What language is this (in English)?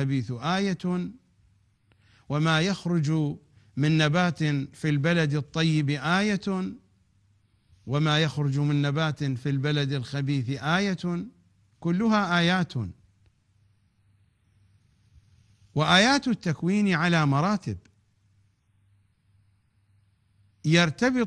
Arabic